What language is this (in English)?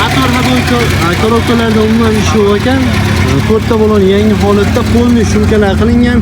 Uzbek